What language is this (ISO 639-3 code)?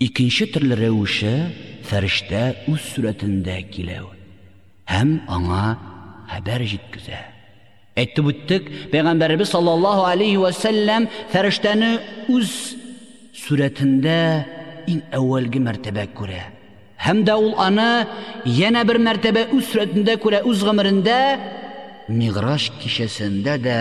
tat